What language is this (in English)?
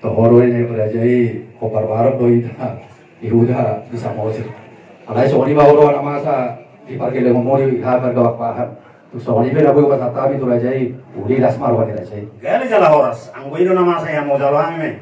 Batak Toba